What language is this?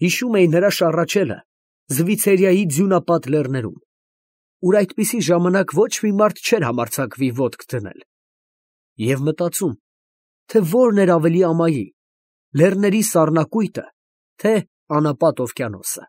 Armenian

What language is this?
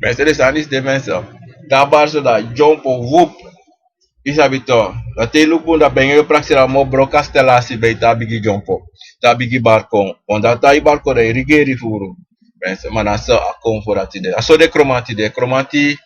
Sranan Tongo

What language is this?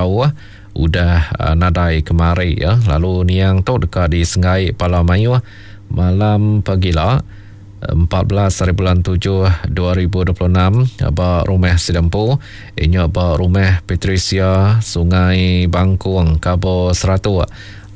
Iban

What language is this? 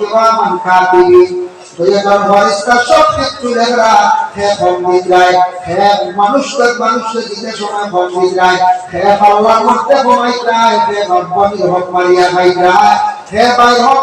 Sylheti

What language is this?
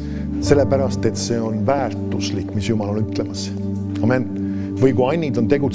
Estonian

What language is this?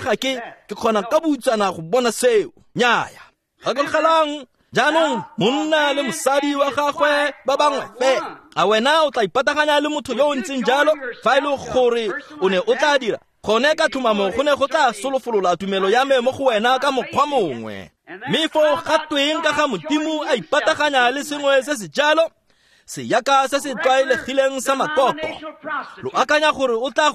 Tswana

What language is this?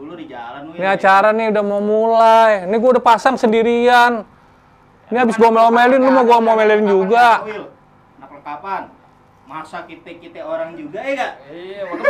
Betawi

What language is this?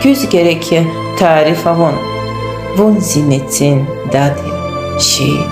Lezghian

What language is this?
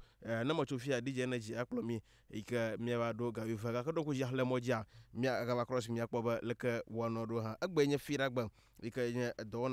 Ewe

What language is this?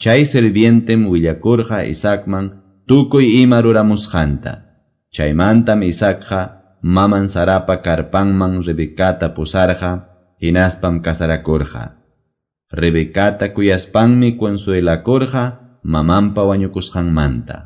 Quechua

